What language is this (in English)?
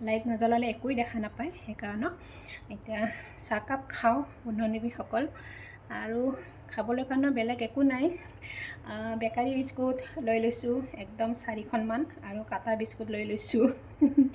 Assamese